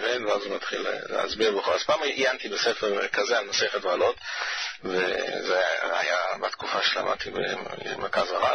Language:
Hebrew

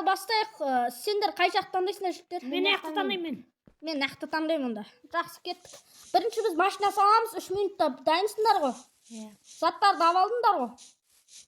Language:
Kazakh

